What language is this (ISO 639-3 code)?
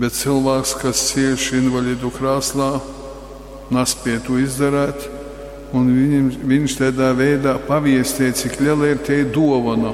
ltg